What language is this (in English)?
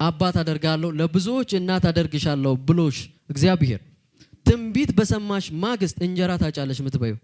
Amharic